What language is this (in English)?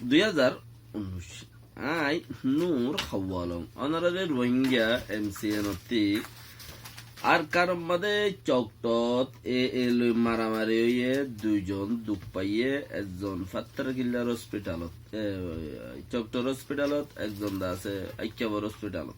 Rohingya